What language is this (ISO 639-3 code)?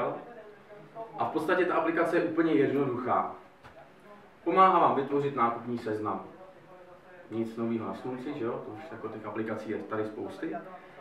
ces